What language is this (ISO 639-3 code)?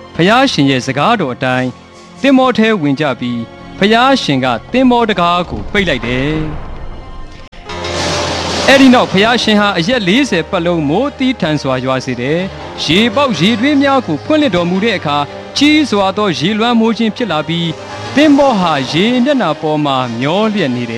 mya